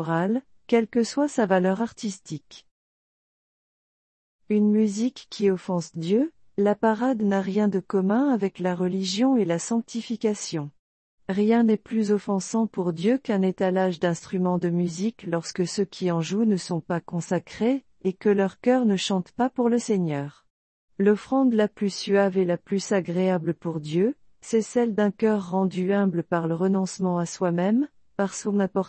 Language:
French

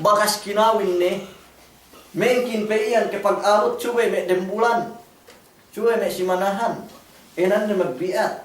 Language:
Yakan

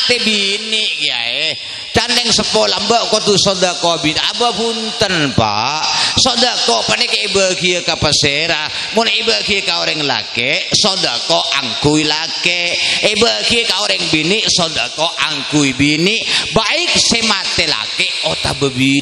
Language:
Madurese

